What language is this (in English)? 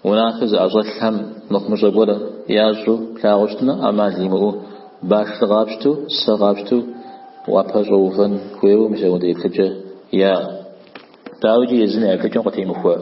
Kabardian